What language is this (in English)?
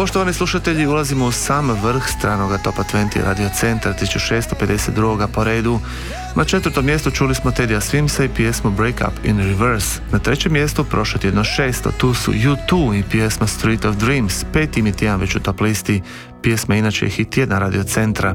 Croatian